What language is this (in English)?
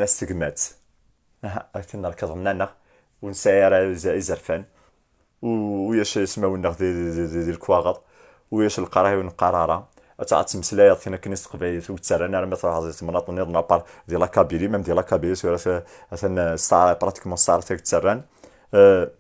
Kabyle